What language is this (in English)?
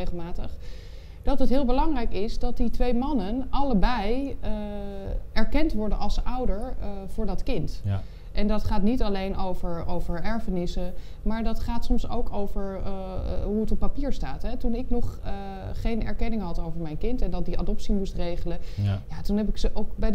Dutch